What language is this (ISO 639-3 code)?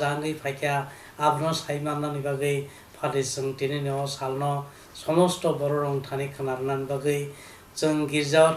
trp